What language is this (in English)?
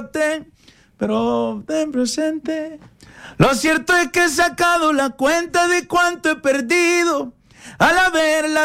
Spanish